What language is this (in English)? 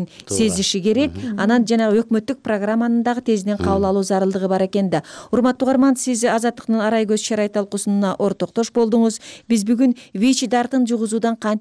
Kyrgyz